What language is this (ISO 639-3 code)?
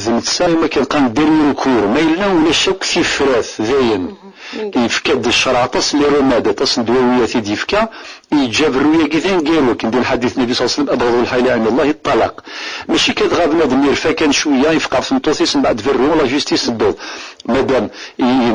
kab